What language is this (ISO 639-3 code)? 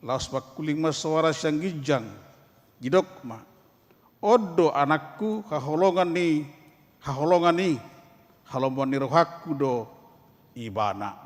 bbc